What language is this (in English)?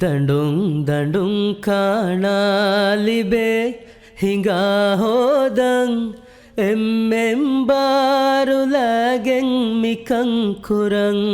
Divehi